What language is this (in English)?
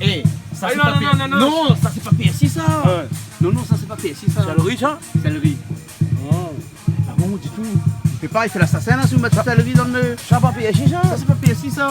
Réunion Creole French